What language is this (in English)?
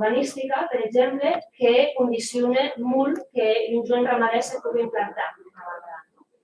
Occitan